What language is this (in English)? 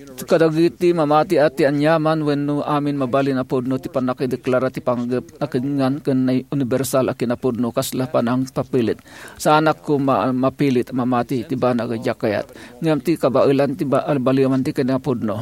Iloko